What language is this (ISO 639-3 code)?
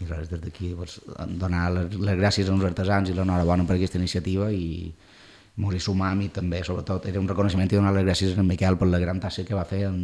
cat